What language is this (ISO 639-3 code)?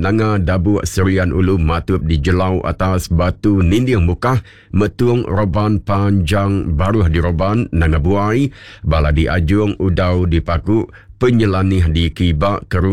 iba